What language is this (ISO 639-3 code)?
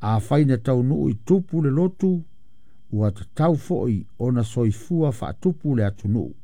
smo